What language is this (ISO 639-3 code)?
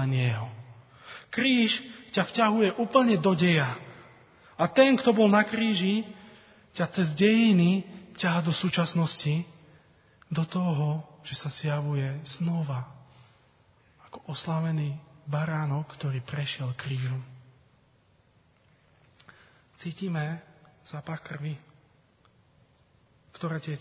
slk